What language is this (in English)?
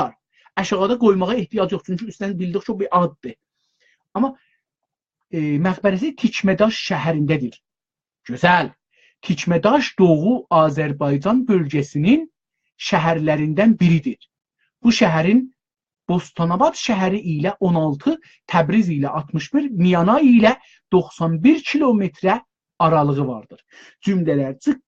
South Azerbaijani